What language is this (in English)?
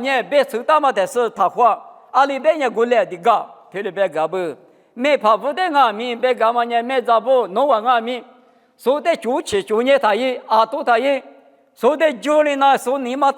Lisu